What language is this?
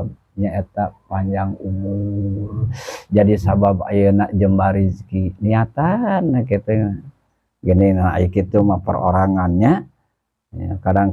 Sundanese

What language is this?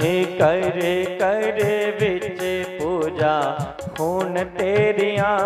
Dogri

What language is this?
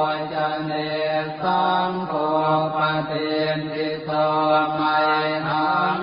Pali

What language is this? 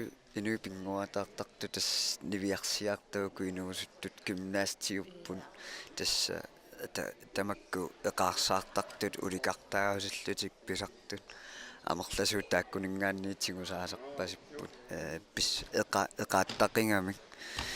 Kalaallisut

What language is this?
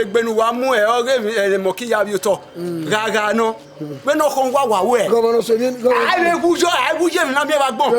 Bini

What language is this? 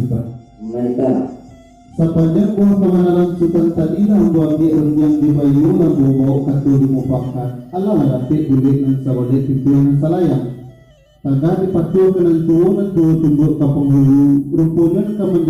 Minangkabau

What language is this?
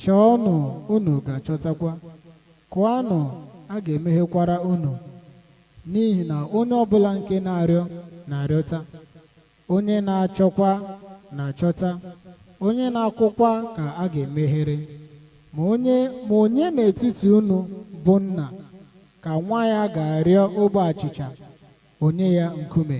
Igbo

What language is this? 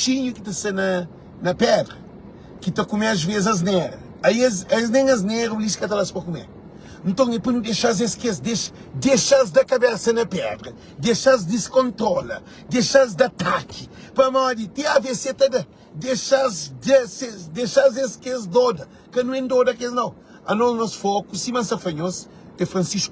Kabuverdianu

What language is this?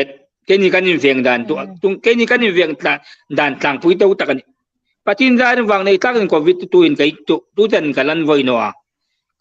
Hmar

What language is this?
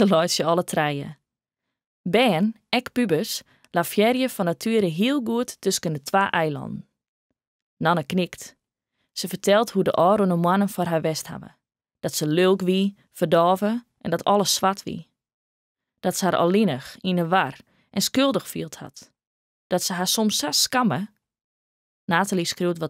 Western Frisian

